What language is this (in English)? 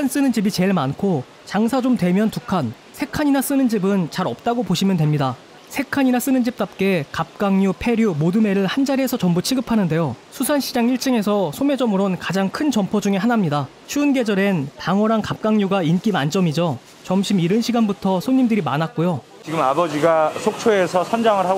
Korean